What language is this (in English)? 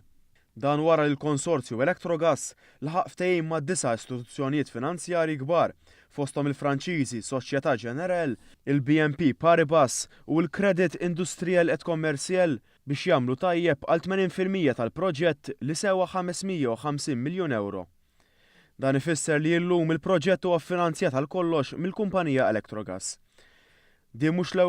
Maltese